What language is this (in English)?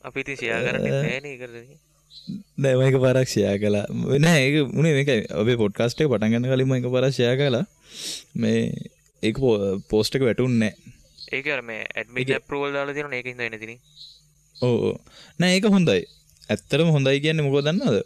Sinhala